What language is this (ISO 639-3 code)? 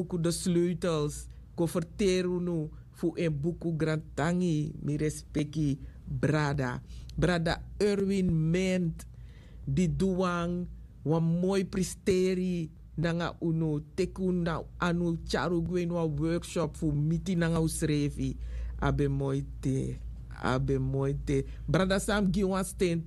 srn